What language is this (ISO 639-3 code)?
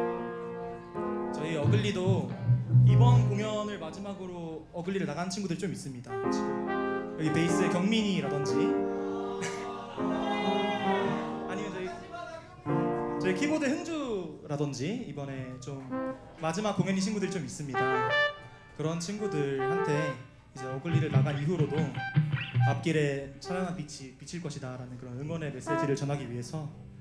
kor